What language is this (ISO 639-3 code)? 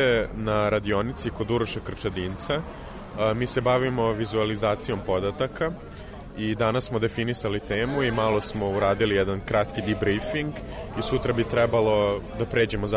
srp